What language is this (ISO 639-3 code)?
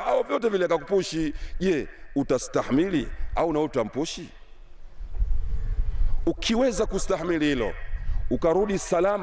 swa